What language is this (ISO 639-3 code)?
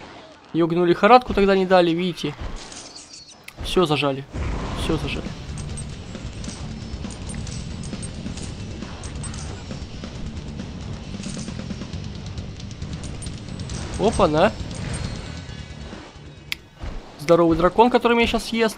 rus